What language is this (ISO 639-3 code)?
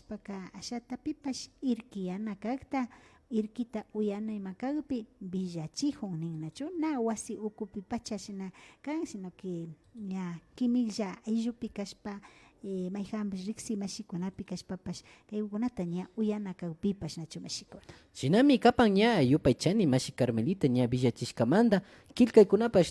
qvi